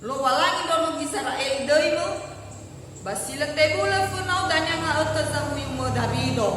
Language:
Nias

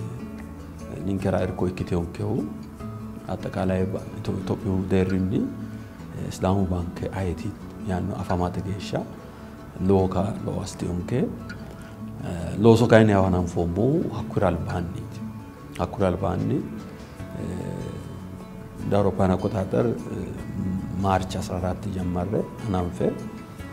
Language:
Sidamo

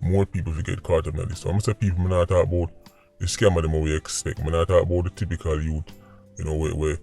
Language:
Jamaican Creole English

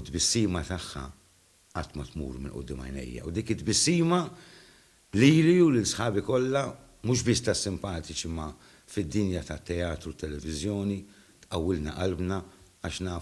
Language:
Maltese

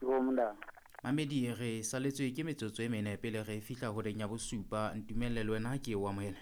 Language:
Southern Sotho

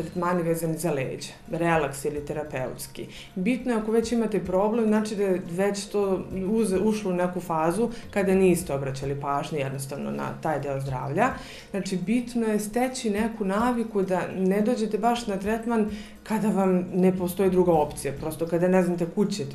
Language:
Serbian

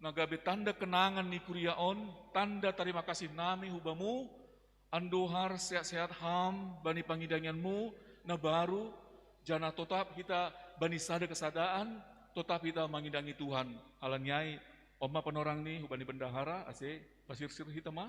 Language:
Batak Simalungun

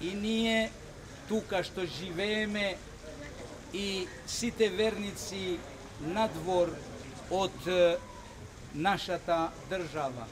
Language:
Macedonian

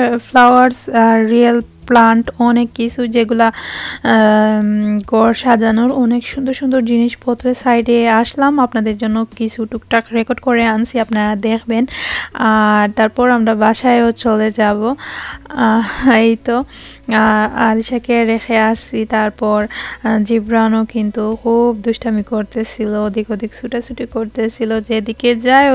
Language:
Sylheti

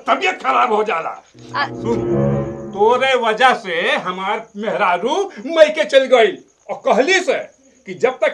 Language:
Bhojpuri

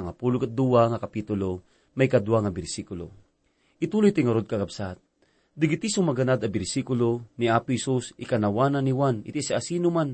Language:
Iloko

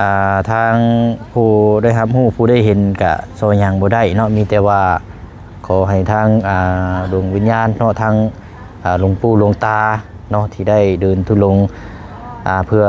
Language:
Lao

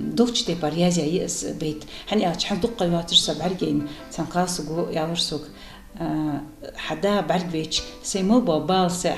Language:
Ingush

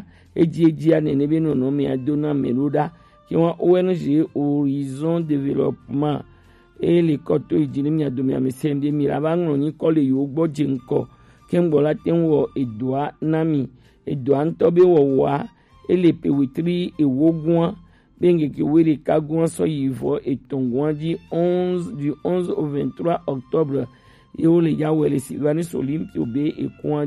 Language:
Gen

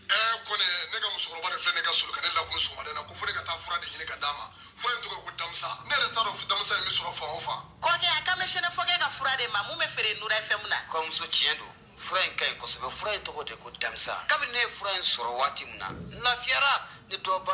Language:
Bambara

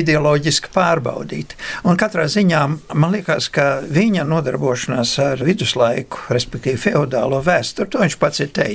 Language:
Latvian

